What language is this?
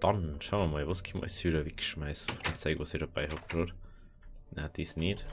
Bavarian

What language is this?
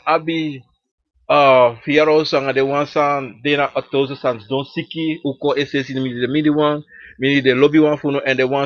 Sranan Tongo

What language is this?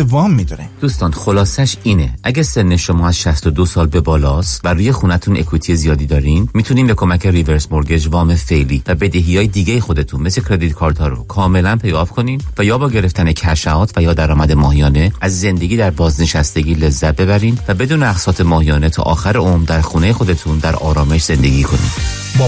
Persian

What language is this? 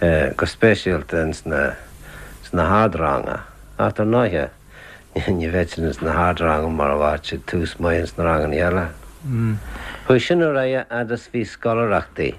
Irish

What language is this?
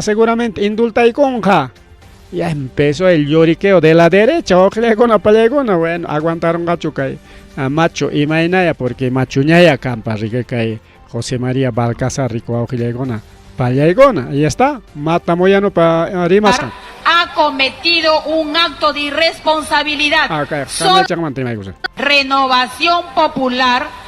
Ayacucho Quechua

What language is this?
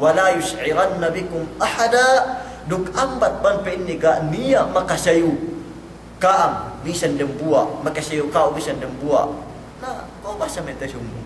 Yakan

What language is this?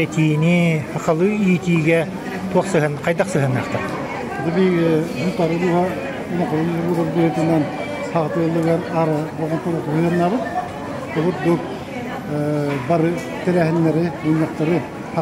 Yakut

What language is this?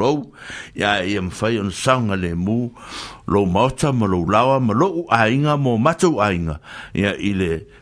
Samoan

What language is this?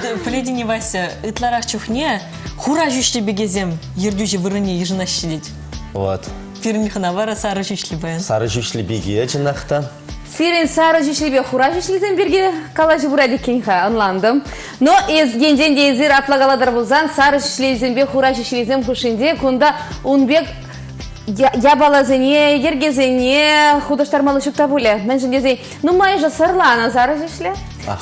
Chuvash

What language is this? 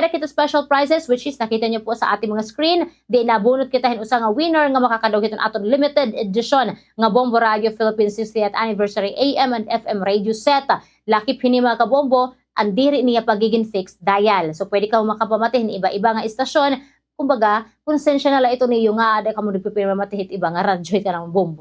Waray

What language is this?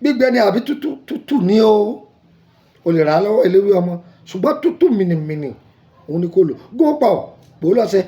Yoruba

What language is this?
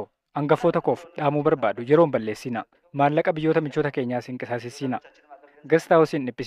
Oromo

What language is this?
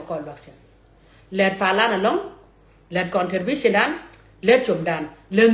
Nuer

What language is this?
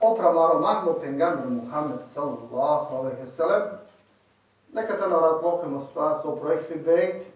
Balkan Romani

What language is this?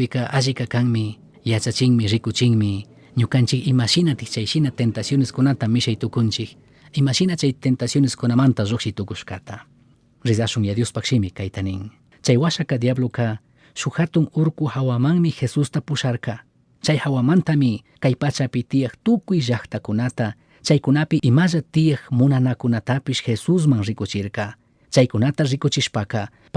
Chimborazo Highland Quichua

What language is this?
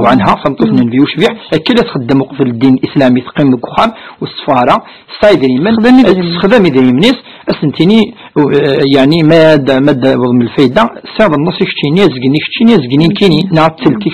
Kabyle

